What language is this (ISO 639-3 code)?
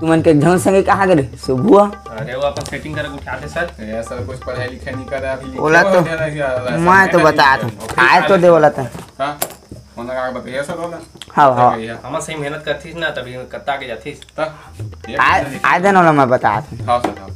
hne